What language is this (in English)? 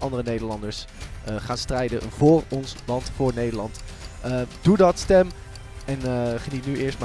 Dutch